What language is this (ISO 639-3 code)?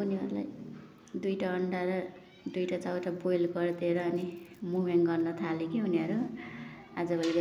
nep